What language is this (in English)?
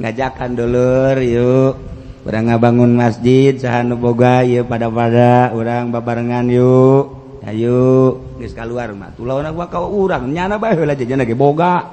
Sundanese